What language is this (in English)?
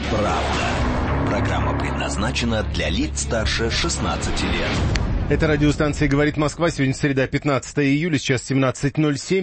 Russian